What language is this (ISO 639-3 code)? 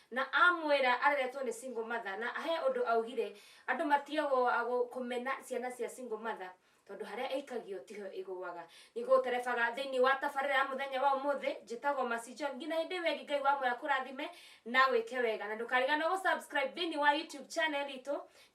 kik